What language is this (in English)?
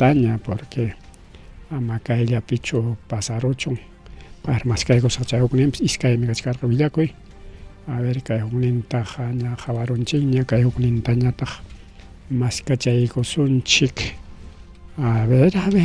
Ayacucho Quechua